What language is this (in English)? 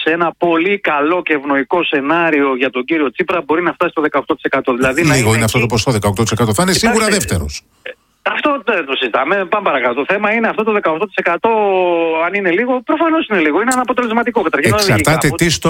Greek